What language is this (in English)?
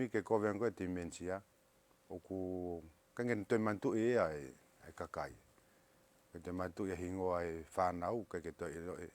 Tongan